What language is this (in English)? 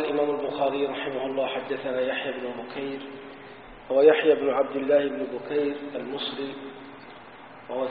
Arabic